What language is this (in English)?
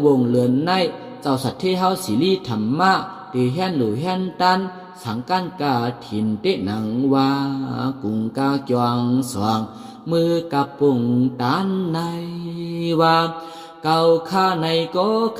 Shan